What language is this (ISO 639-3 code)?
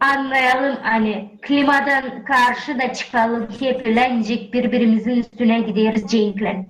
gag